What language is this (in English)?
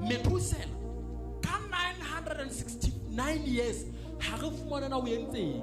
Southern Sotho